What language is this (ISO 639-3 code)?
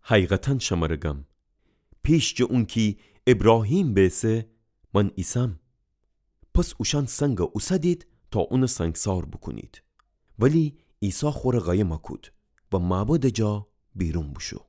glk